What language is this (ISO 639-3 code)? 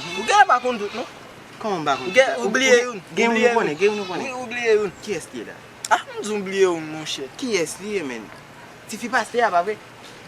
hat